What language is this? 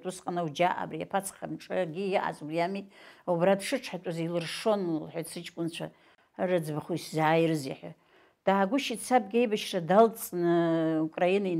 Abkhazian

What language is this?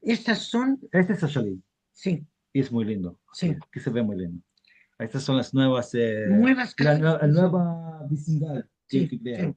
Ladino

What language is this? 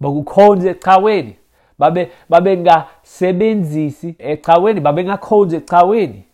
Xhosa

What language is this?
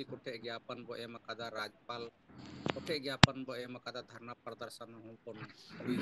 Santali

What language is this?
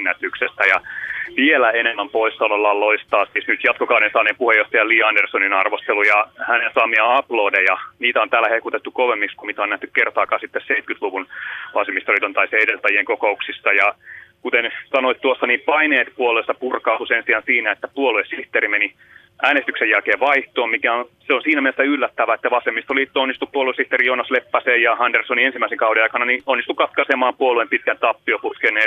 Finnish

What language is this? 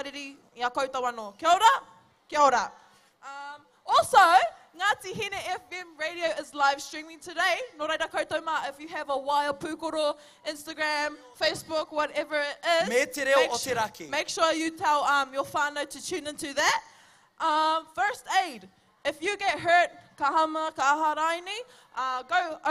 Māori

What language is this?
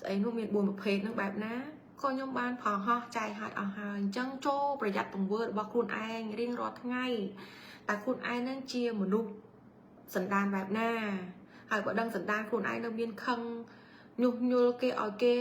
Khmer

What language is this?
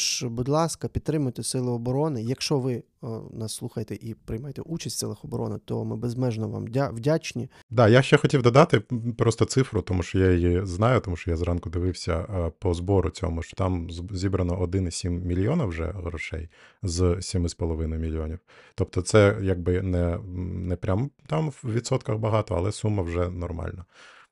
Ukrainian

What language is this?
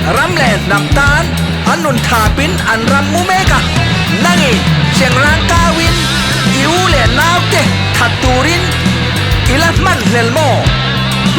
Mizo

